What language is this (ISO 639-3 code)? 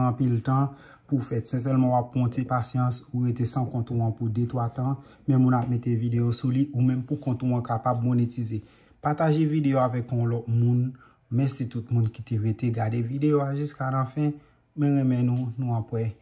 hat